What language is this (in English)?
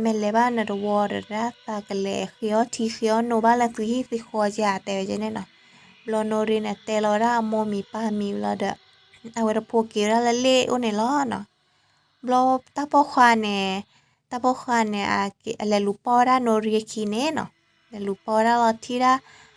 S'gaw Karen